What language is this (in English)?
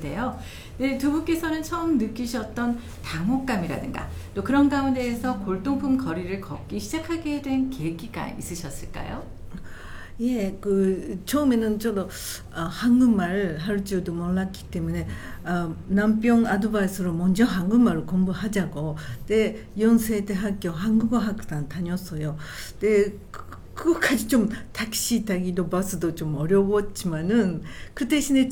Korean